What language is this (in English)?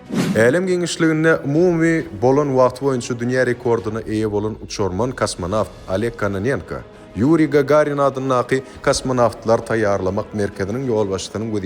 Turkmen